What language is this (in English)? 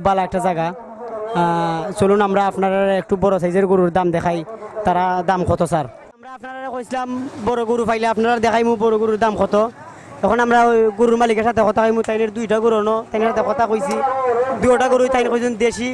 Sylheti